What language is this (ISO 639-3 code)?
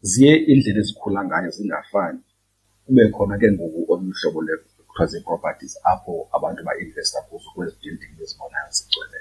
xho